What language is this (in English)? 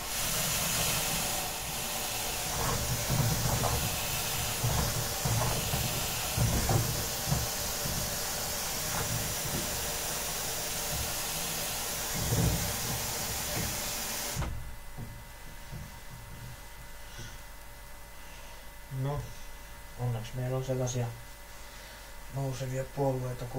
Finnish